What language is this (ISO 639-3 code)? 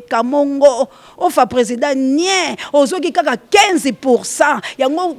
lin